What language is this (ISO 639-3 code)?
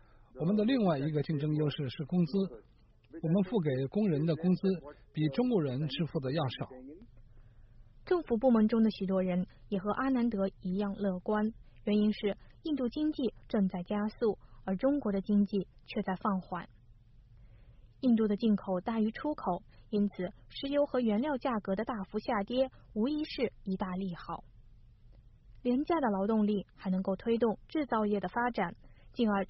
zho